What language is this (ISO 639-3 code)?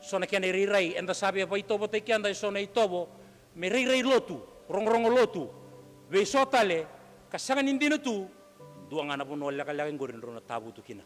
fij